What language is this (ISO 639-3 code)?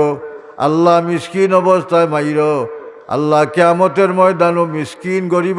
syl